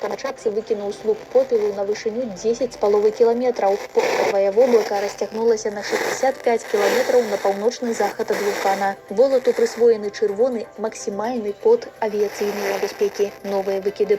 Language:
Belarusian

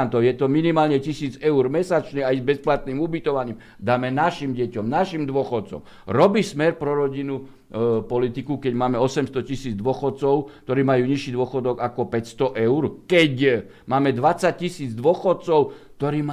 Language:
Slovak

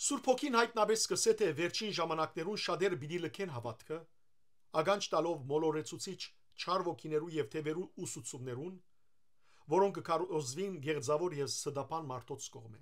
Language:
Western Armenian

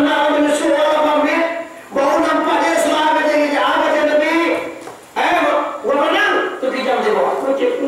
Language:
Minangkabau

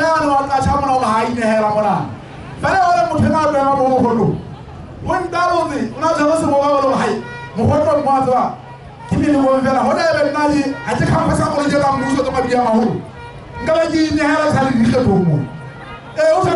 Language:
Southern Sotho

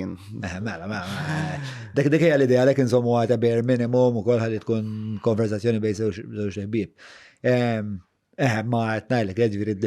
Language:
Maltese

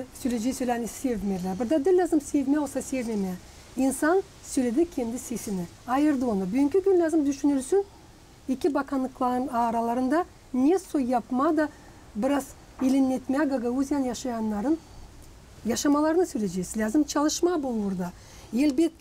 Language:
Gagauz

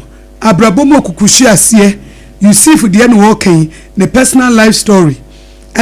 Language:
Akan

